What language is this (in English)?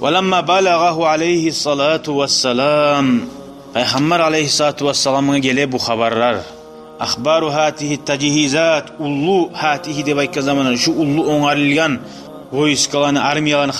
Kumyk